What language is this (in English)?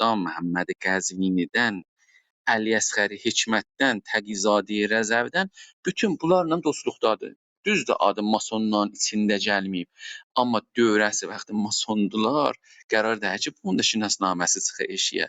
South Azerbaijani